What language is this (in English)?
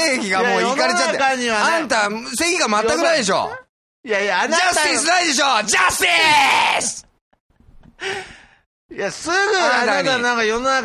Japanese